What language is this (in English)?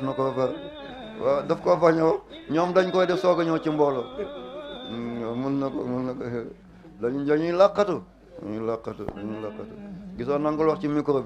Wolof